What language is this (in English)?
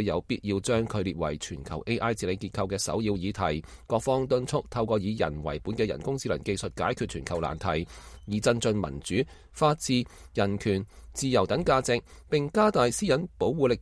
Cantonese